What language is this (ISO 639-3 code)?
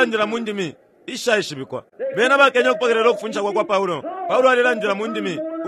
bem